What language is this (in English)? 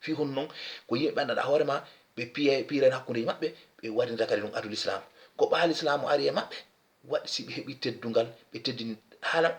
Fula